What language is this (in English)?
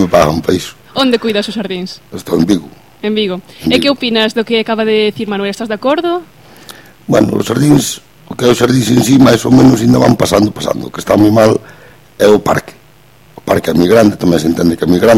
Galician